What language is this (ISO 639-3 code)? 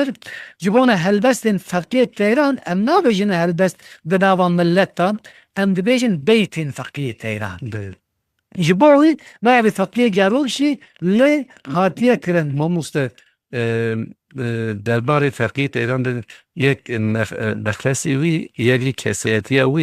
kur